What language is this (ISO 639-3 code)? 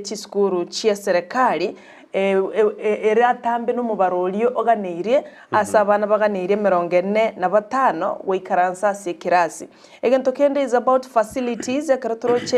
guz